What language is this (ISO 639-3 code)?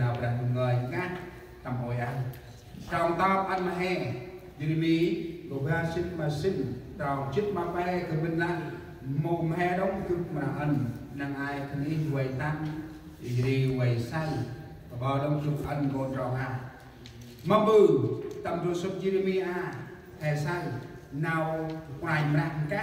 cmo